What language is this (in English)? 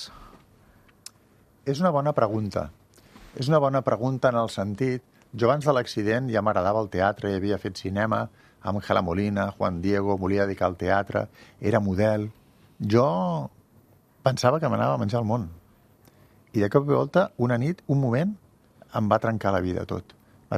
Catalan